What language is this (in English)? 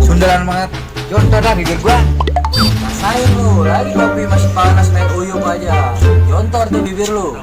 Betawi